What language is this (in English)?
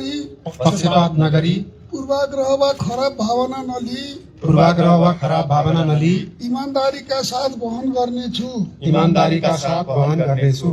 Nepali